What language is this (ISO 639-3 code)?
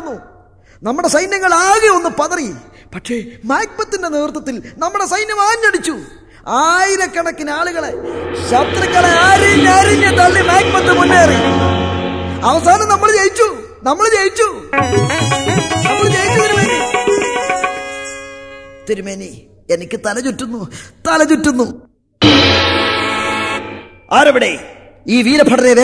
mal